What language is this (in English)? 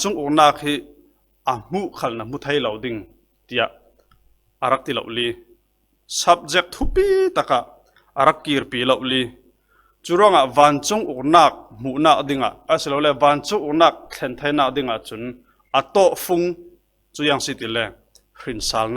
Falam Chin